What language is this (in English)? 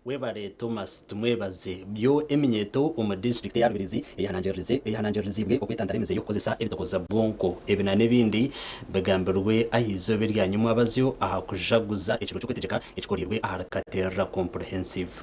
Nyankole